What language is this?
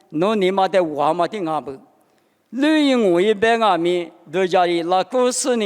Lisu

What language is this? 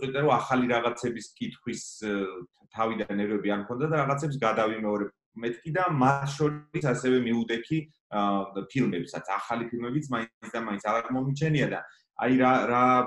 Georgian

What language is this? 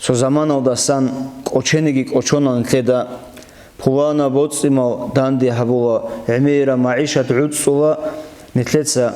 Avaric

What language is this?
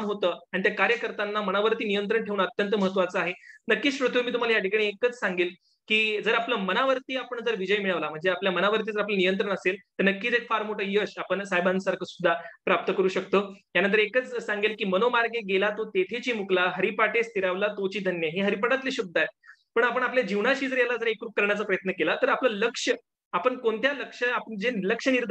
Marathi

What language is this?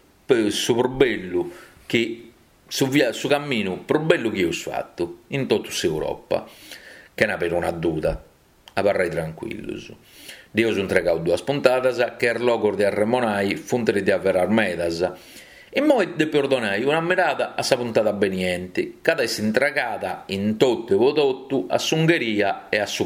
Sardinian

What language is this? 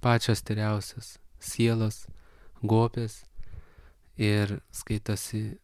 Lithuanian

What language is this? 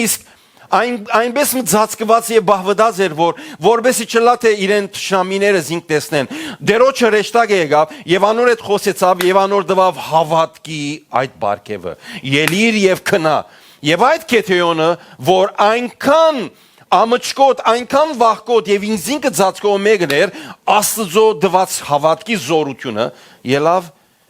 Western Armenian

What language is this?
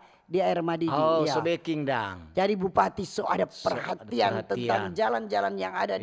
Manado Malay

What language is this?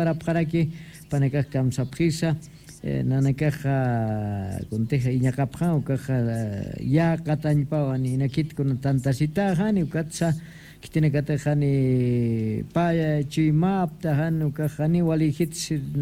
Aymara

